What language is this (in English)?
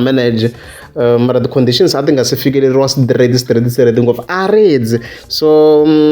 Tsonga